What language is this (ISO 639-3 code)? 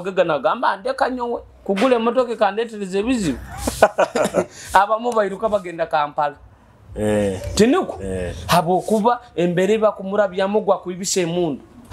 nyo